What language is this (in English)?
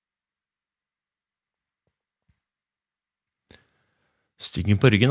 Norwegian